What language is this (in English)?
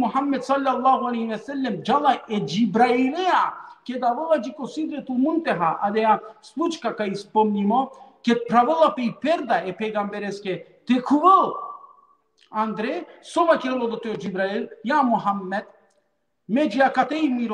Balkan Romani